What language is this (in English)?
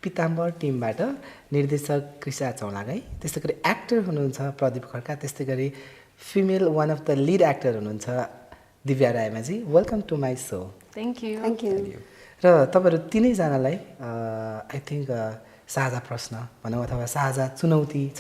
Nepali